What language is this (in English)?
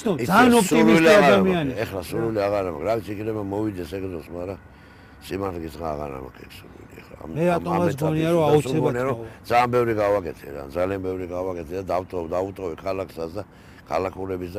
Georgian